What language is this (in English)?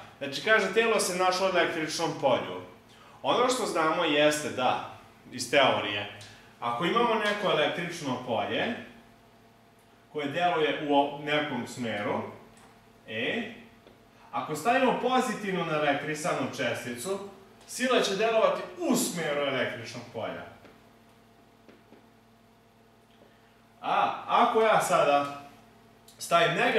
Serbian